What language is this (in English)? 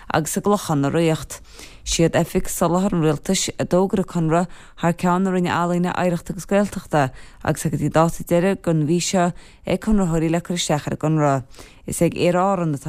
Irish